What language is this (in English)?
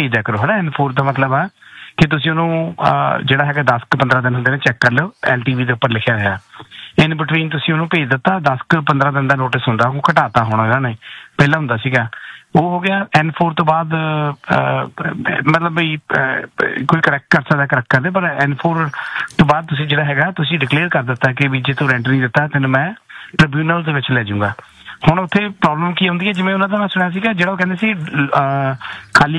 Punjabi